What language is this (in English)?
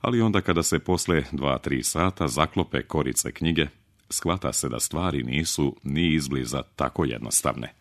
Serbian